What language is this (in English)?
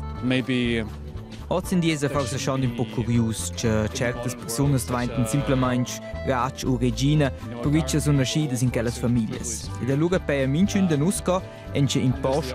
Romansh